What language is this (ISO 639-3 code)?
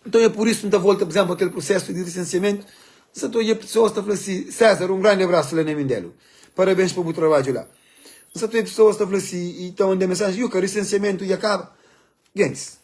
kea